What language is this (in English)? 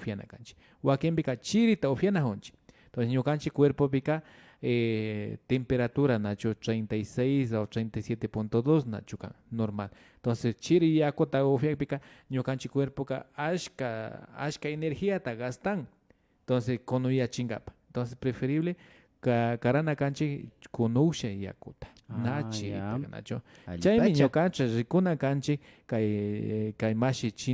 Imbabura Highland Quichua